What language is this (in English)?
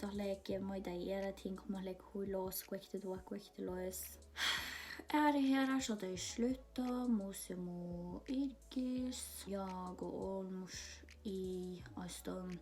Northern Sami